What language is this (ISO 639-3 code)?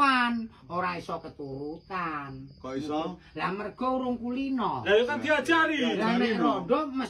jav